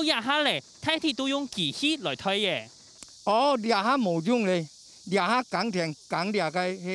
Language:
Hakka Chinese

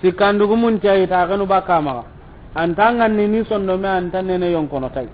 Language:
Soninke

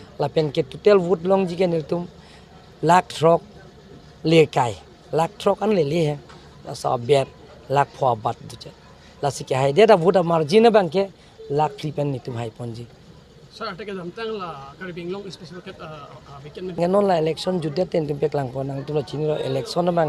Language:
Karbi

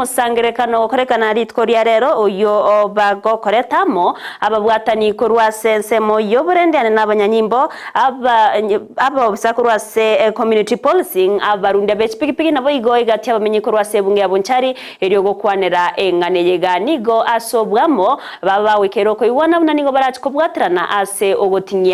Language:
Gusii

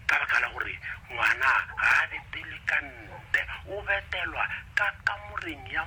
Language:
Northern Sotho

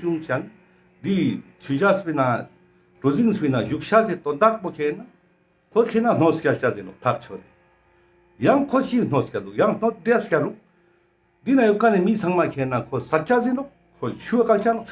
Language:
Ladakhi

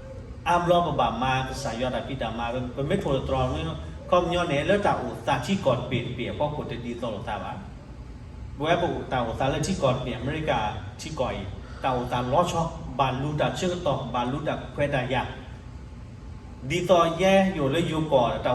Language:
S'gaw Karen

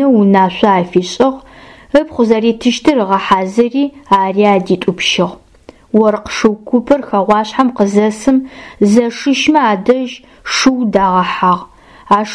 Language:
Adyghe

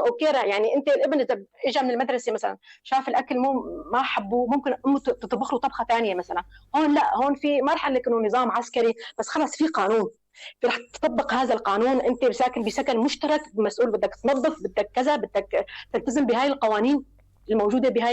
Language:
North Levantine Arabic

